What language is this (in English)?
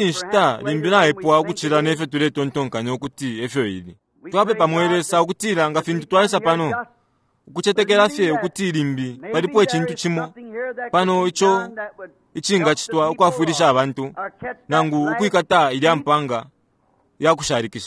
Bemba